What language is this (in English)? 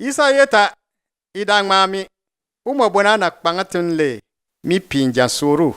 Bimoba